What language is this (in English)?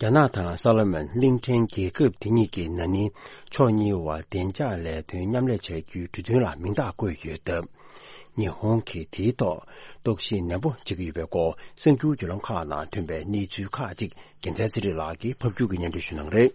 Tibetan